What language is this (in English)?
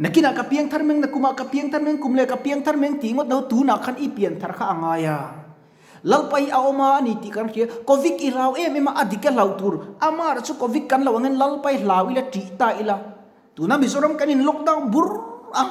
Mizo